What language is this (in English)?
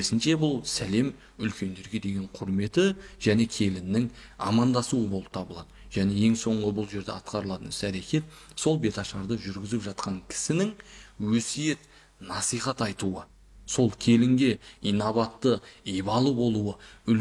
Kazakh